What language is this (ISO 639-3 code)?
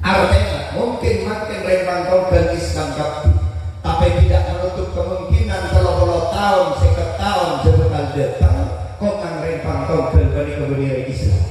mad